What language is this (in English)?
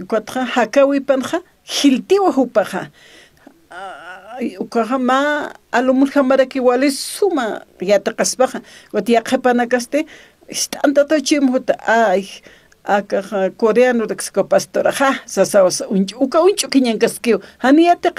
Aymara